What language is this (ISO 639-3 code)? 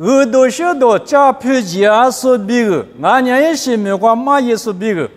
lis